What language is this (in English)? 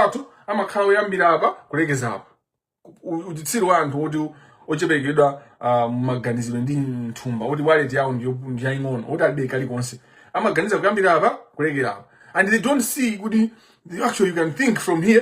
Nyanja